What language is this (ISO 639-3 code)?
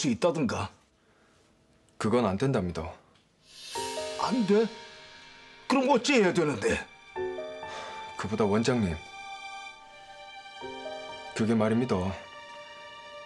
kor